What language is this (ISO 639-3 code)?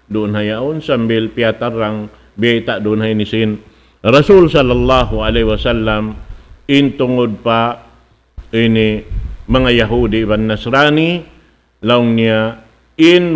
tsg